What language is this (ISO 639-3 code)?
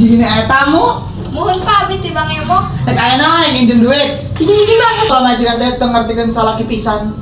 sun